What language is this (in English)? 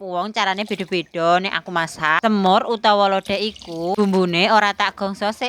Javanese